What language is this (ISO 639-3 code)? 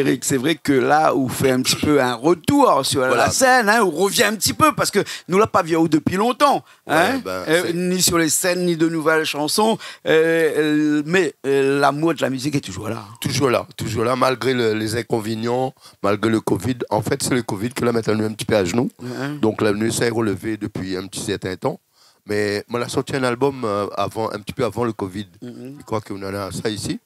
rcf